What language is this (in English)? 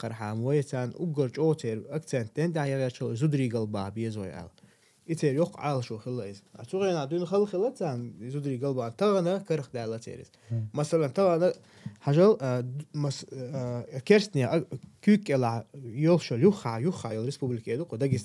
Chechen